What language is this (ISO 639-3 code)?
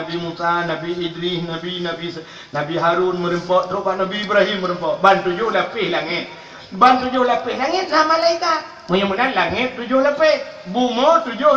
ace